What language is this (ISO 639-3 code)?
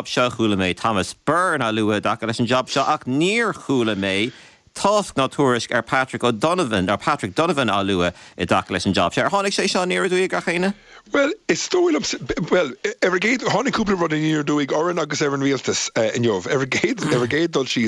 gle